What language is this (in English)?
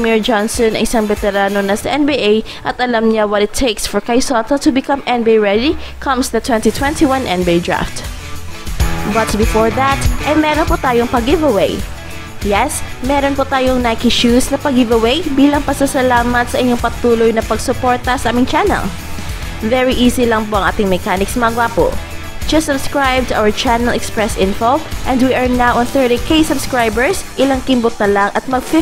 Filipino